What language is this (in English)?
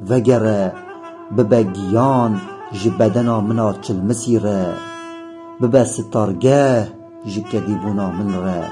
Kurdish